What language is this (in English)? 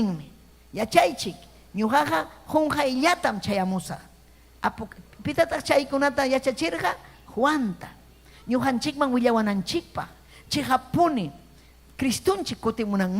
Ayacucho Quechua